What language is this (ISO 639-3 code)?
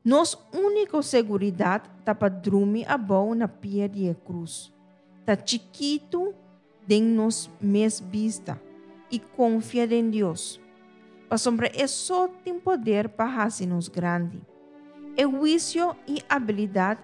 pap